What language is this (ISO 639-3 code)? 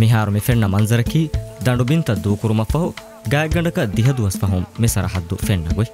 div